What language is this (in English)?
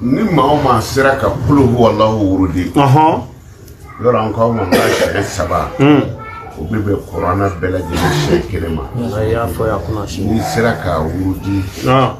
Bambara